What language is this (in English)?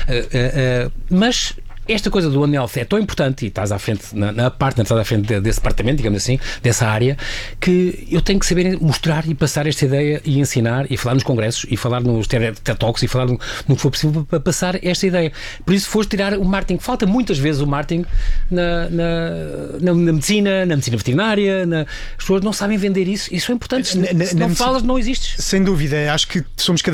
Portuguese